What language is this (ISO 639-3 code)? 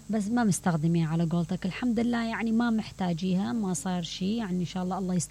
acm